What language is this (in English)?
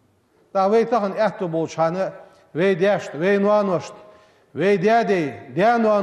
Ingush